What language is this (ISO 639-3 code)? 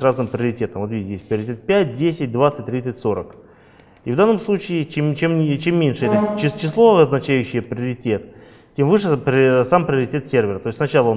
rus